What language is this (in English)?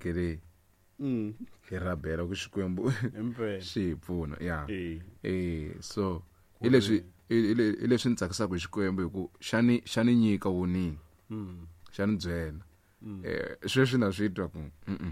Tsonga